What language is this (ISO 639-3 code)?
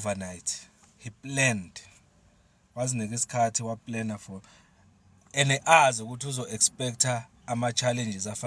zul